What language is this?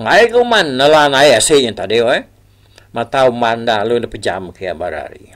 Iban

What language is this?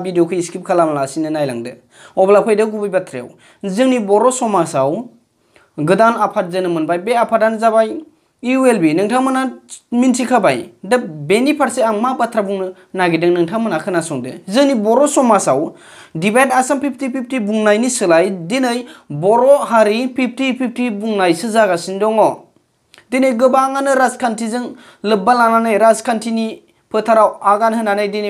Bodo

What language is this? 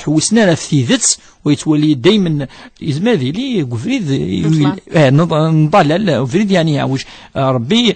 Kabyle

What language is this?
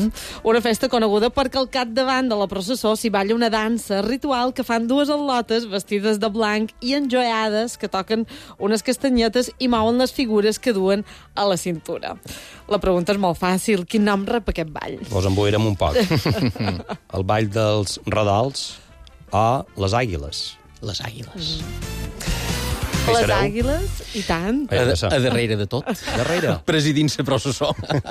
Catalan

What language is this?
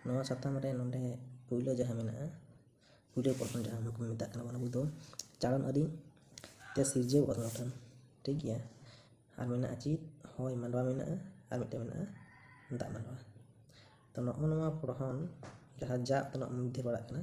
Santali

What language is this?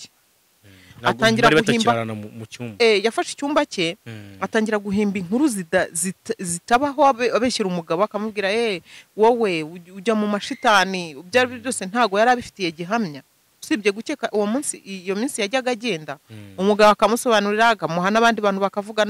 Kinyarwanda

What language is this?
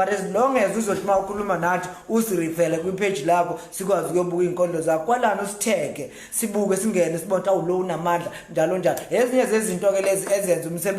Zulu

